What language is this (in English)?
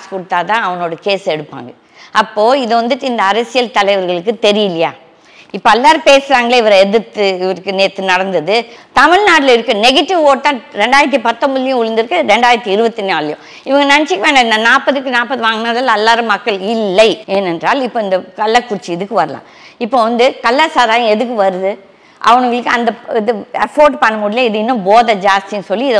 Tamil